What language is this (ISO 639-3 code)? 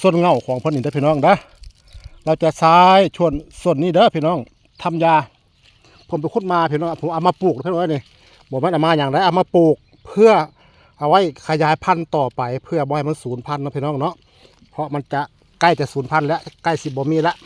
tts